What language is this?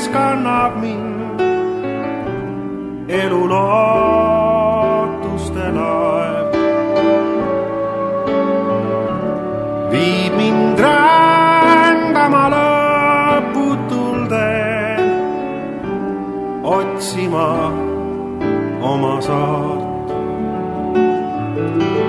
Estonian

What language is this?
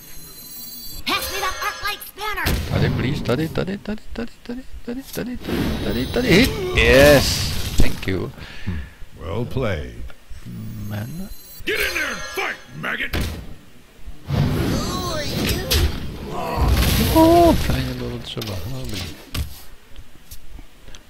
Czech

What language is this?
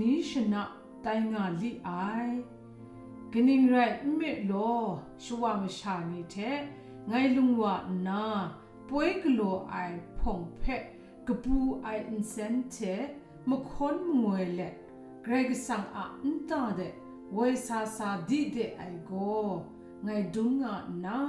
Kachin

